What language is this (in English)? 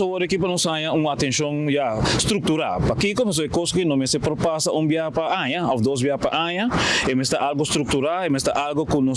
Papiamento